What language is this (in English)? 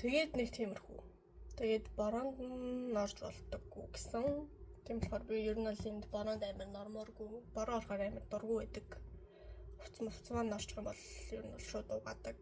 Mongolian